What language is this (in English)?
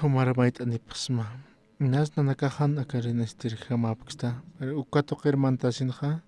Aymara